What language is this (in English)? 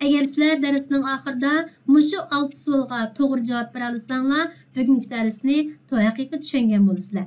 Uyghur